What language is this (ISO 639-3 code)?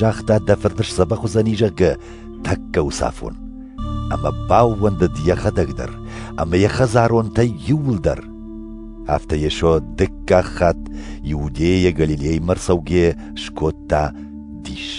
oss